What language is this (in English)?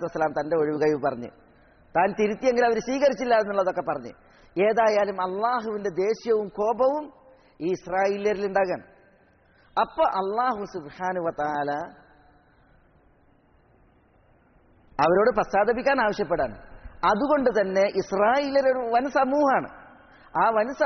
Malayalam